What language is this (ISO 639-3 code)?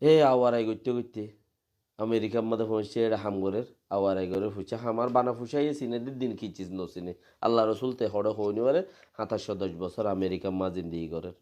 rhg